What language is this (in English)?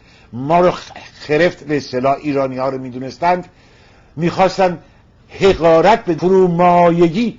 Persian